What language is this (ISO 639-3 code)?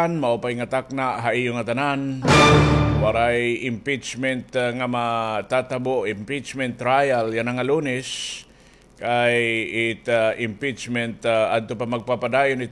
war